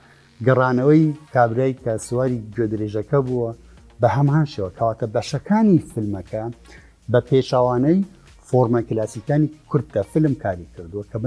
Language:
Central Kurdish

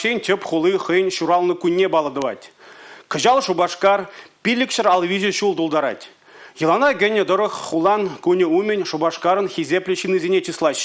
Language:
Chuvash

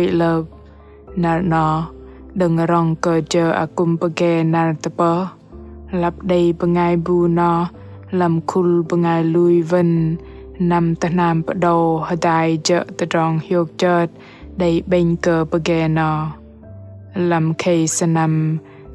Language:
Bahnar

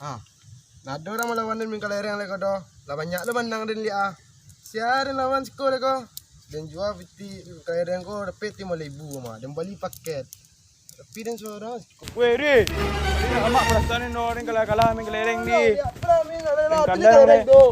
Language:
Minangkabau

